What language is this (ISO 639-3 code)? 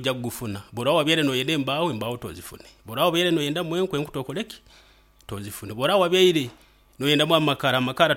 nyo